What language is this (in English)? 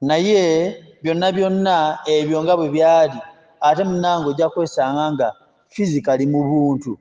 Ganda